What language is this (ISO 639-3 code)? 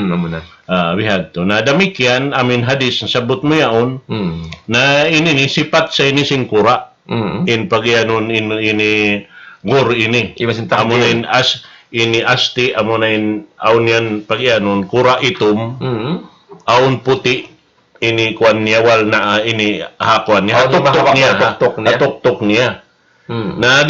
tsg